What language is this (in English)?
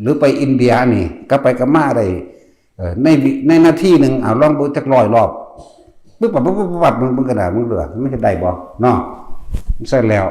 Northeastern Thai